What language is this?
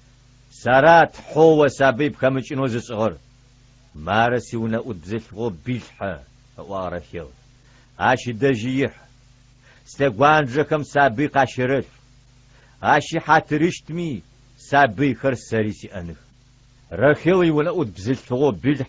Adyghe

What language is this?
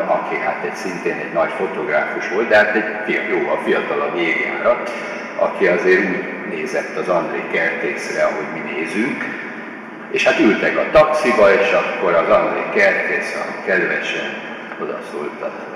Hungarian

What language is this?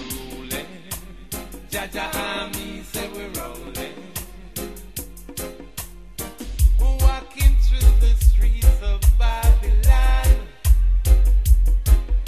English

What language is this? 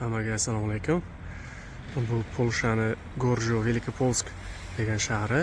Uzbek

